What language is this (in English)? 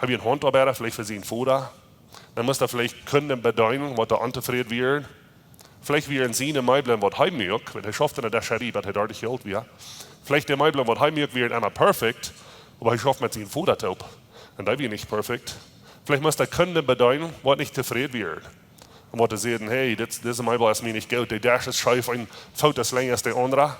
Plautdietsch